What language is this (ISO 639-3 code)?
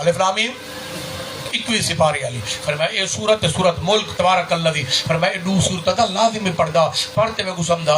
skr